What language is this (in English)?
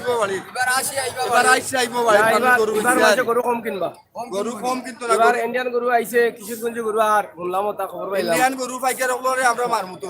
Sylheti